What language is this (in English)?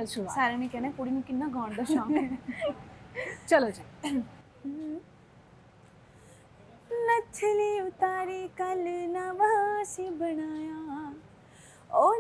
Punjabi